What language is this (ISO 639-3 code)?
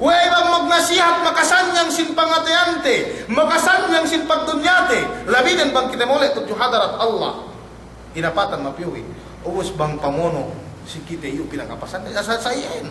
yka